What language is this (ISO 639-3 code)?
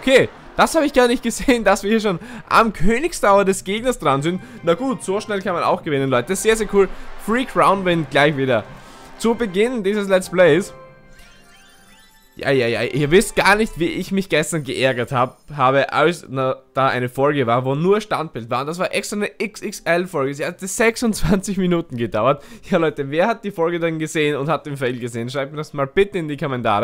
deu